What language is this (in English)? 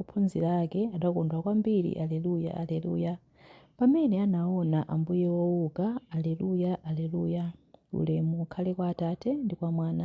Nyanja